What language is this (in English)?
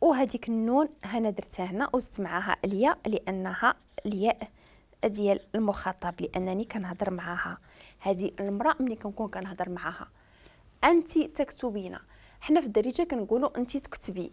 Moroccan Arabic